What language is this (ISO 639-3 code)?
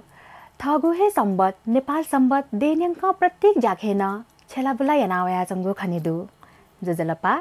new